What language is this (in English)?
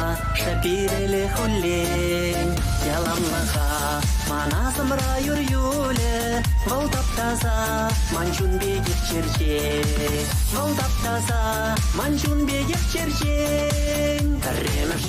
Chuvash